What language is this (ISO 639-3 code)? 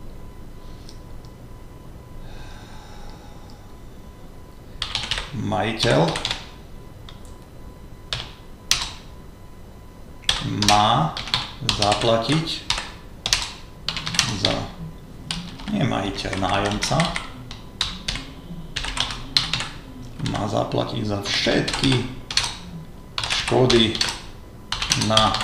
slk